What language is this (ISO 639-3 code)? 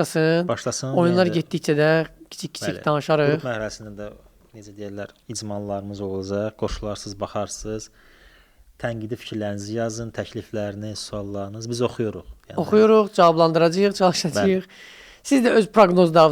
aze